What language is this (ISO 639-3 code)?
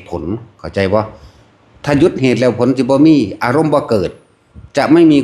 tts